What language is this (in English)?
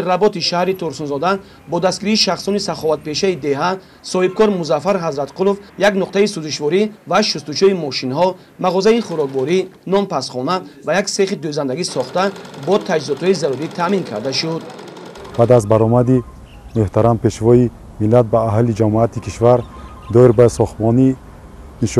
Tajik